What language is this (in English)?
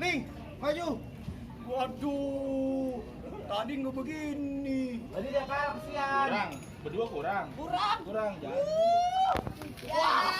Betawi